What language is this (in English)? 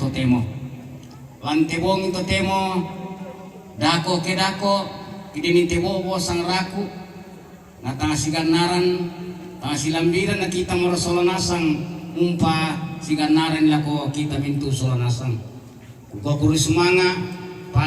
Toraja-Sa'dan